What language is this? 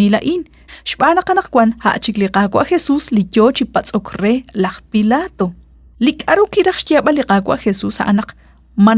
Kekchí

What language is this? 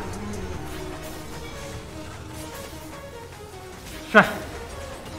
Chinese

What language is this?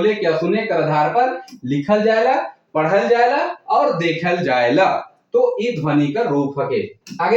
Sadri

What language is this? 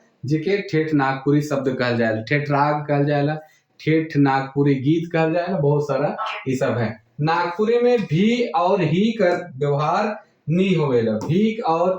Sadri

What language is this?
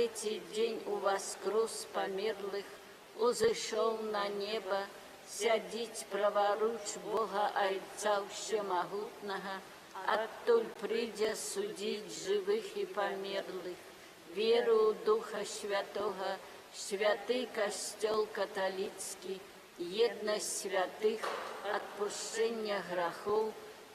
Belarusian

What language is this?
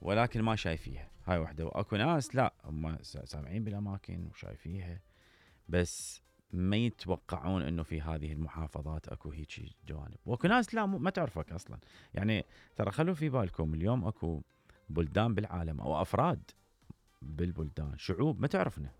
Mesopotamian Arabic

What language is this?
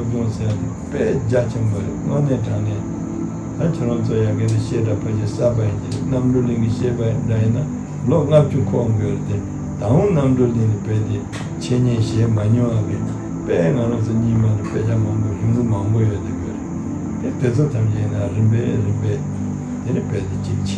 Tibetan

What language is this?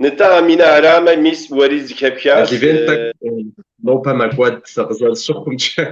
Kabardian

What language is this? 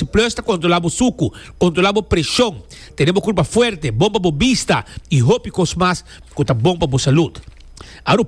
Papiamento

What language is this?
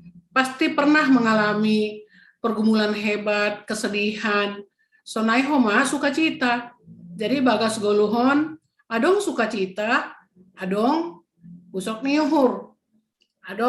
Batak Simalungun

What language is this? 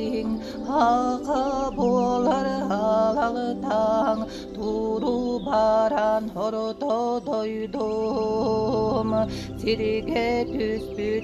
Yakut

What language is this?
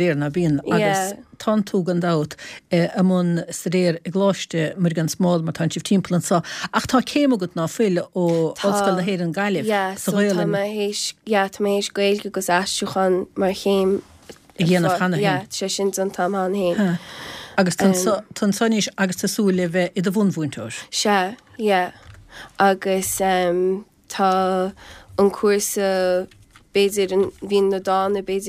Irish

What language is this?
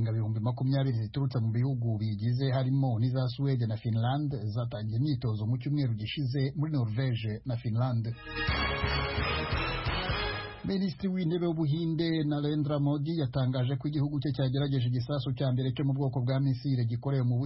Kinyarwanda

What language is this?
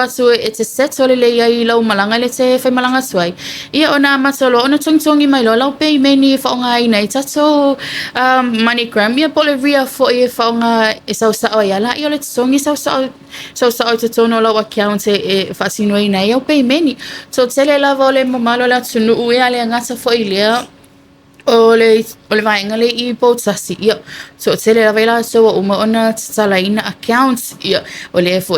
Samoan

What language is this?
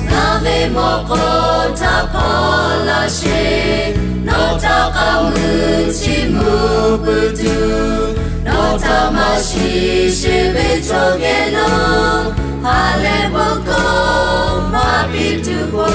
Lahu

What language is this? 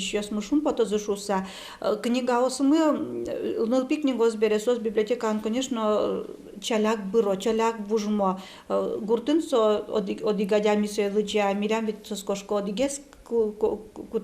Udmurt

